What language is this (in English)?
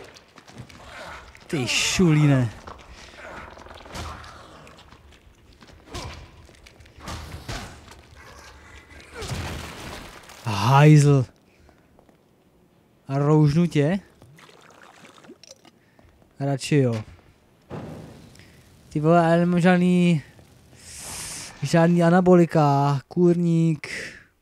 Czech